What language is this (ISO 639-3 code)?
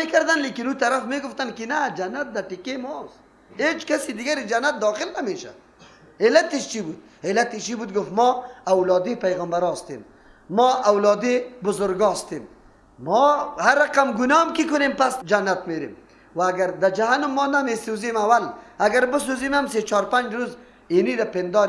fas